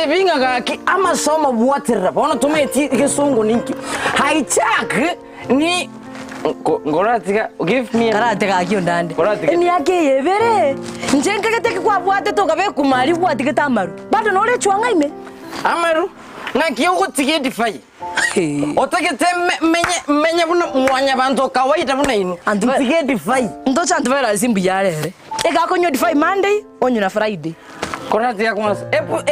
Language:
Gusii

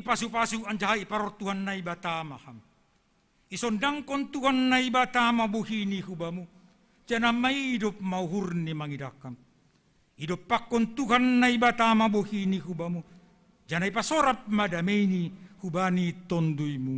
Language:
Batak Simalungun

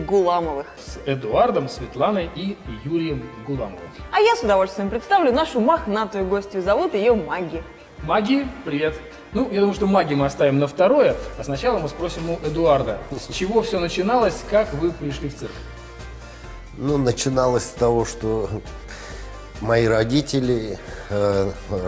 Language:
Russian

